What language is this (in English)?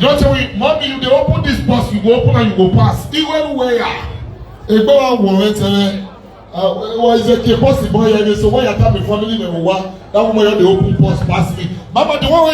Nigerian Pidgin